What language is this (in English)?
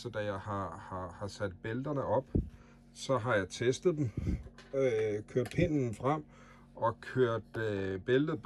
Danish